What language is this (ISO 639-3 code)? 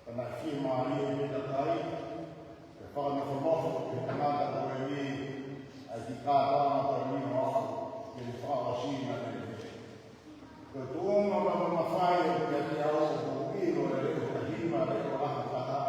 ton